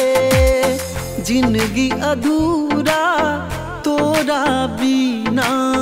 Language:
Bhojpuri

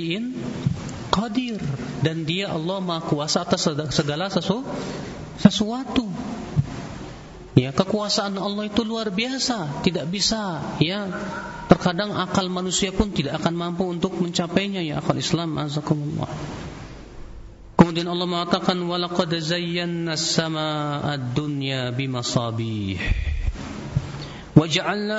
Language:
Indonesian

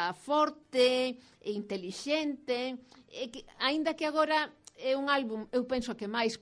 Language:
Galician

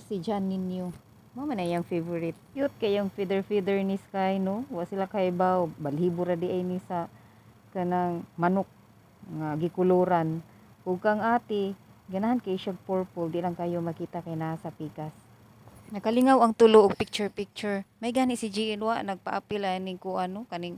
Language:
Cebuano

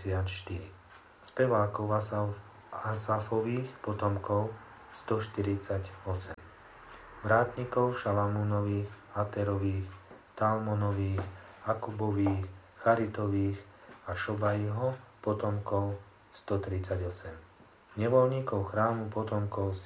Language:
Slovak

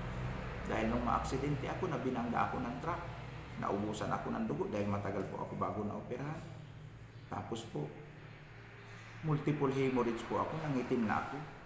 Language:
Filipino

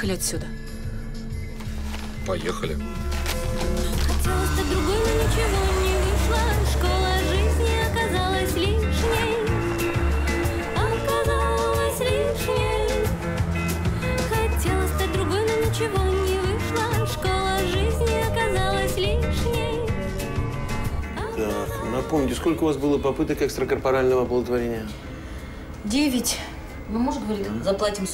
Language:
Russian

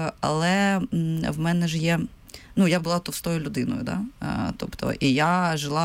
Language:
Ukrainian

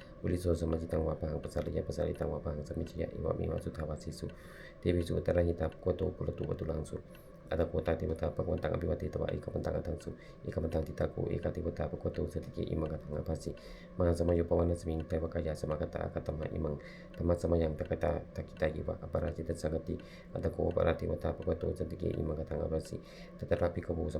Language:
Pali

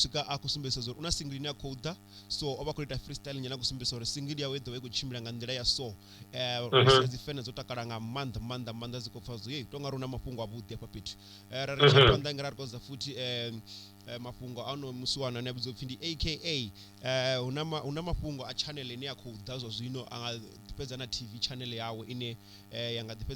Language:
Venda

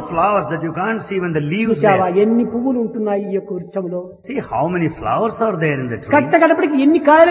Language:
Telugu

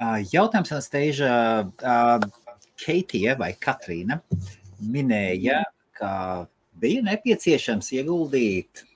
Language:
Latvian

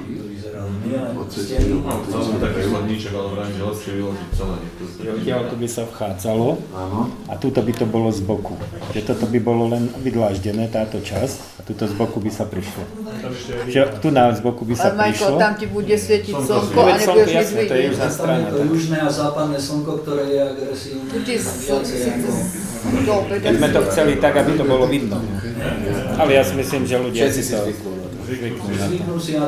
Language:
Slovak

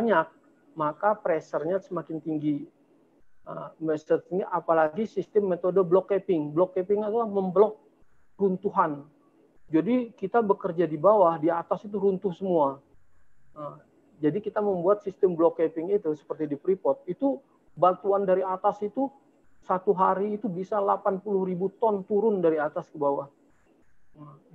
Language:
Indonesian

